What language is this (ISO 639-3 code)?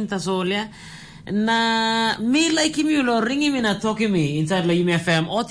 tpi